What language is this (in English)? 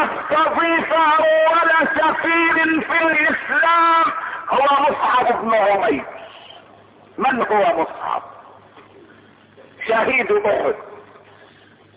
Arabic